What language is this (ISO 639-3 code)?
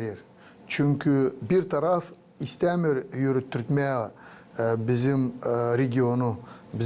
gag